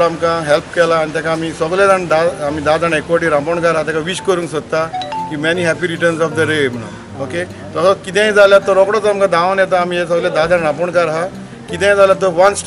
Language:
Konkani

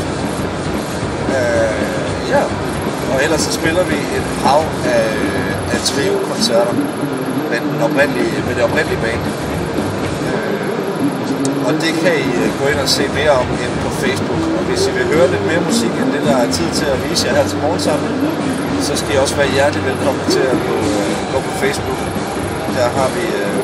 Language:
Danish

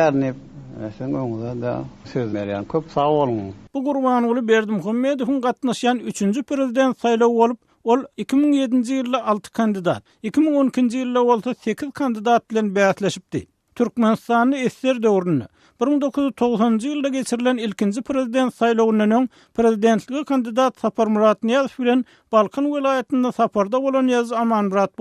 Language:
Turkmen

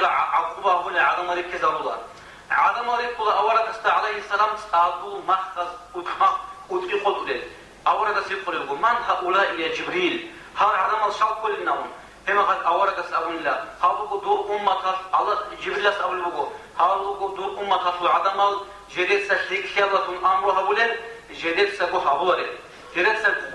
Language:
Avaric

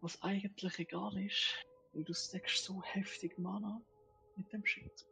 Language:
Swiss German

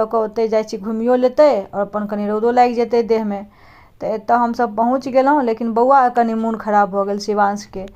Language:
Maithili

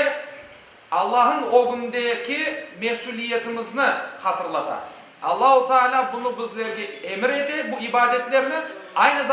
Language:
Crimean Tatar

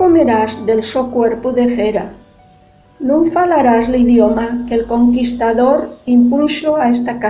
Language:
Asturian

